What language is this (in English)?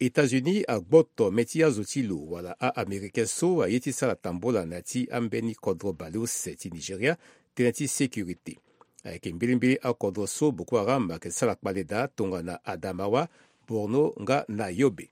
Sango